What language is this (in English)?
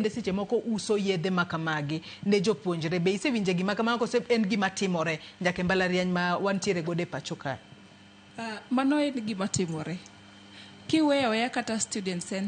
Luo (Kenya and Tanzania)